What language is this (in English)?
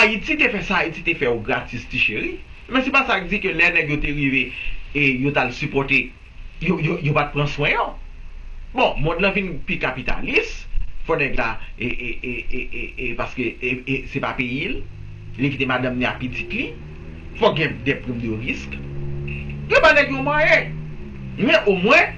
Haitian Creole